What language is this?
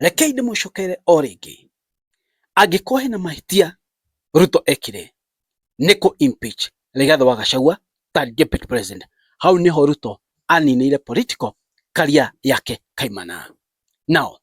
Kikuyu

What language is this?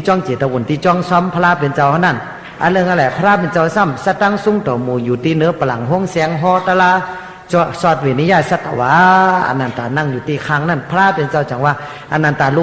Shan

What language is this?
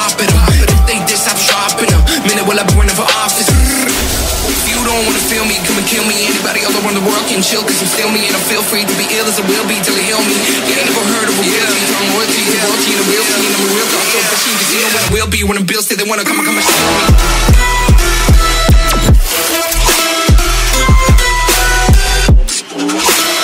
English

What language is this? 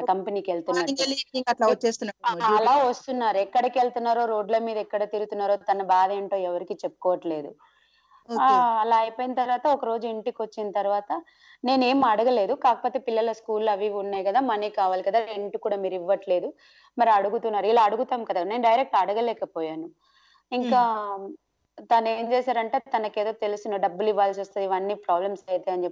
Telugu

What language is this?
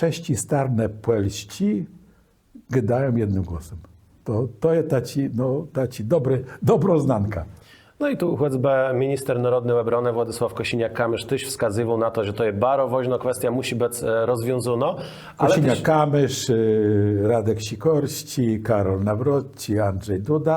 Kashubian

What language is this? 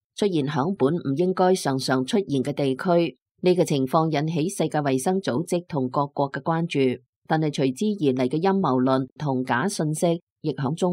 Cantonese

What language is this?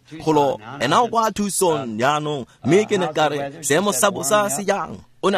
Tswana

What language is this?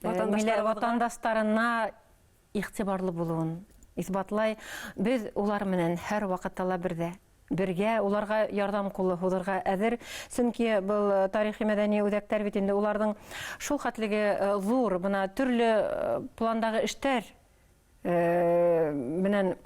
Bashkir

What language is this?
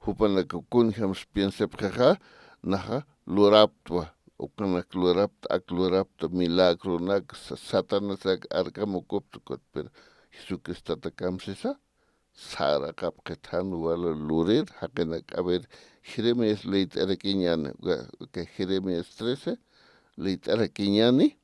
Aymara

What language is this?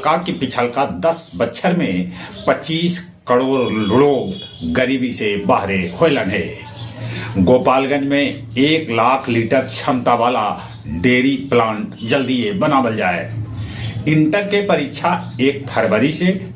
Magahi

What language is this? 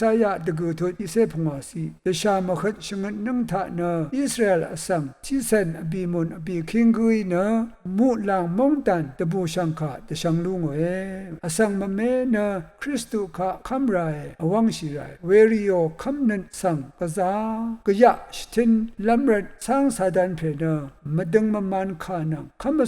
Rawang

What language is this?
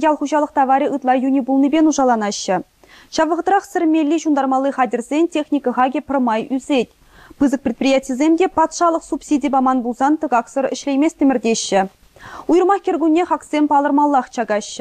Chuvash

